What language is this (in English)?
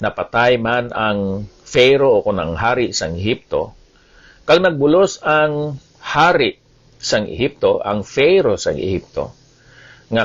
Hiligaynon